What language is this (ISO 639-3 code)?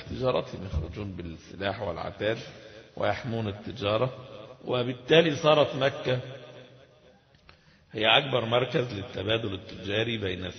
ara